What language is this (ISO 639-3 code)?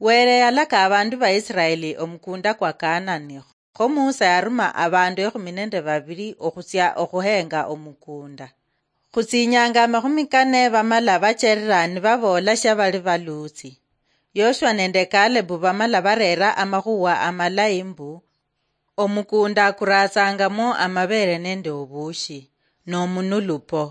luy